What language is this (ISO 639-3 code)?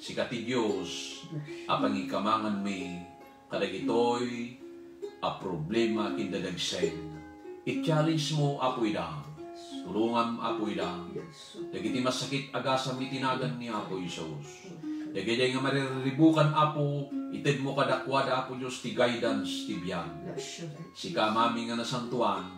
ilo